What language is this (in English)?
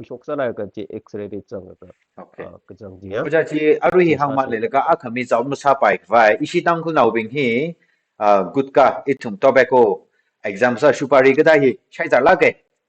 Tangkhul Naga (India)